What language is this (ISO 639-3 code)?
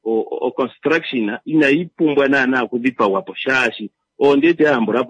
kua